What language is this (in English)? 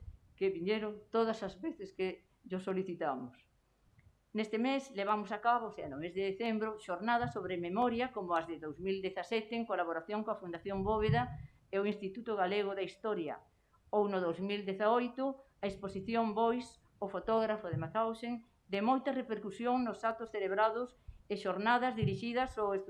Galician